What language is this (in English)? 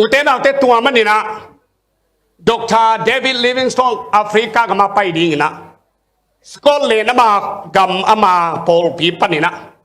Tedim Chin